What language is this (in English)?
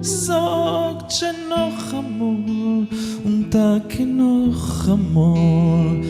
Yiddish